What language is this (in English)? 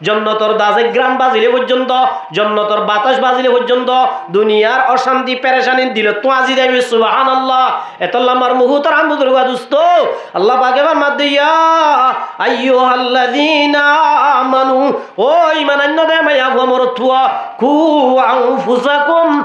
Rohingya